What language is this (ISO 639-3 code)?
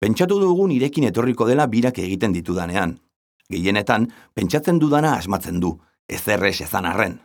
eus